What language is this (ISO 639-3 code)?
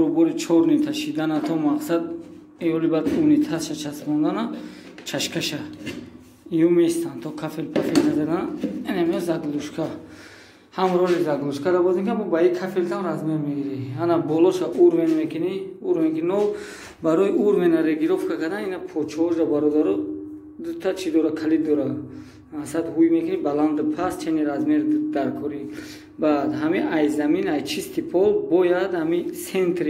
tgk